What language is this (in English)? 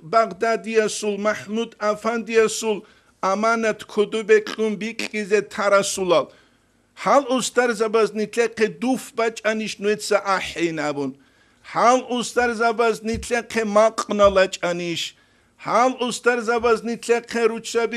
Avaric